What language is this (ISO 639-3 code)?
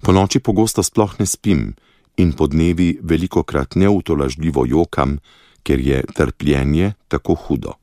slv